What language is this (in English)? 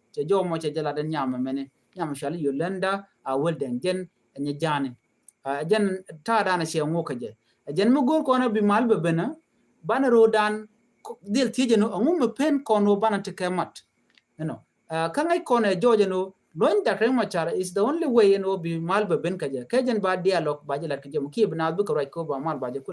Nuer